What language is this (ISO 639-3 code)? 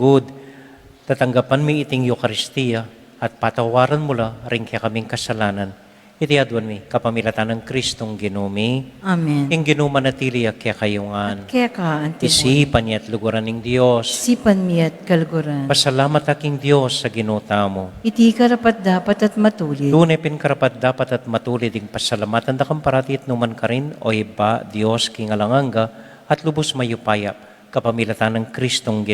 pam